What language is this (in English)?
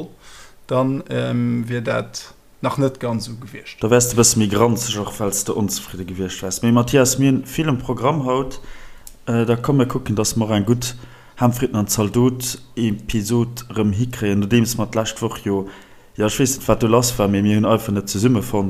Luxembourgish